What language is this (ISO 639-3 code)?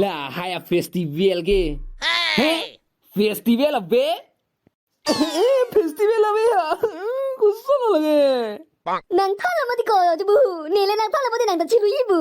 mjw